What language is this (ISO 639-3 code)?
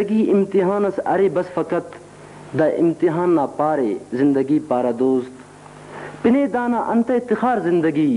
brh